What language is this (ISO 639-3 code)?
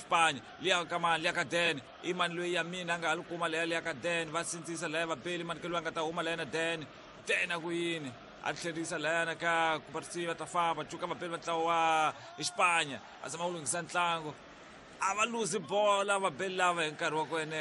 tso